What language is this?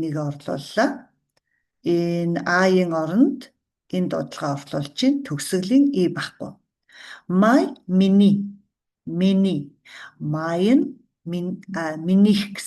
Mongolian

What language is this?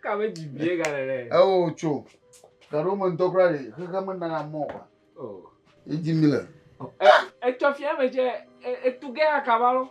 Ewe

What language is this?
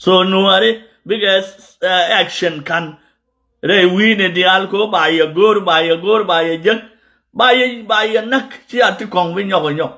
Nuer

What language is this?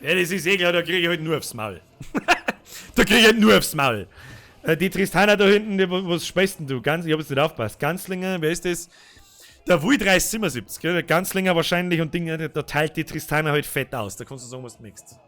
Bavarian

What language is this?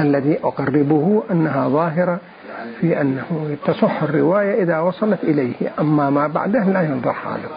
Mesopotamian Arabic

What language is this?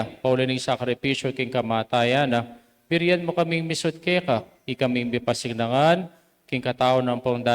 Pampanga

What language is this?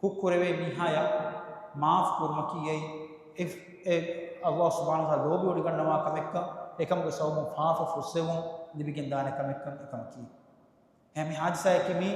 Divehi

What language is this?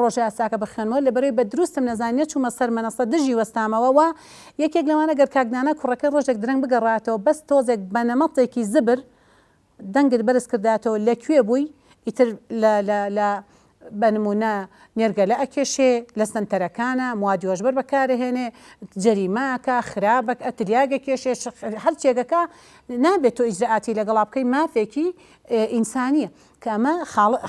Central Kurdish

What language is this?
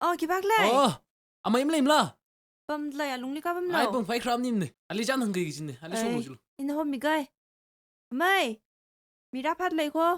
Tangkhul Naga (India)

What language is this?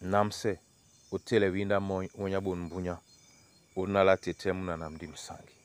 Duala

